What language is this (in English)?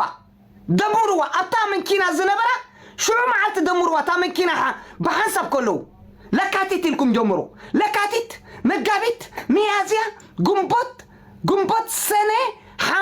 Tigrinya